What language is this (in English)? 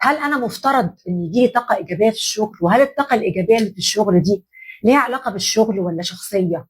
Egyptian Arabic